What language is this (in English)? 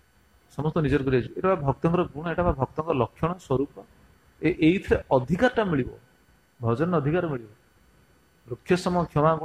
Odia